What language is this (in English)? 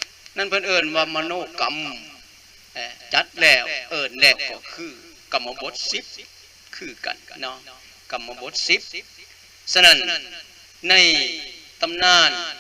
Lao